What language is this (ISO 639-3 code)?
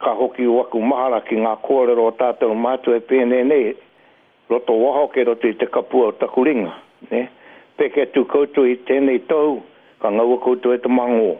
mri